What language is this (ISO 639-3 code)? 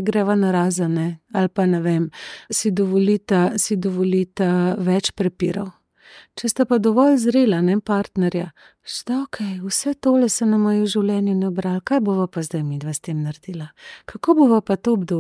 slv